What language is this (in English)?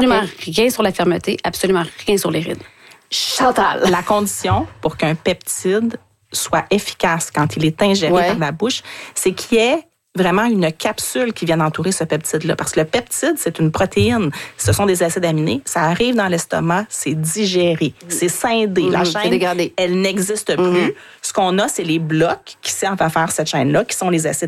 French